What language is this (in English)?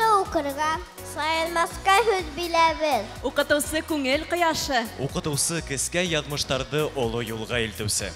Bashkir